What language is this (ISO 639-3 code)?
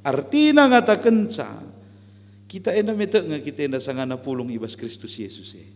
btx